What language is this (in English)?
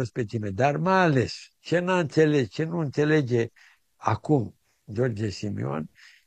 Romanian